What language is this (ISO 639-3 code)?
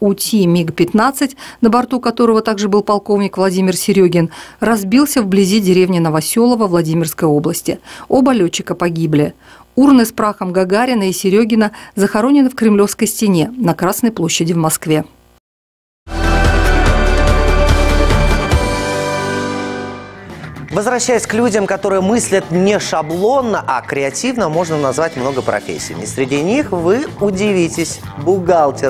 rus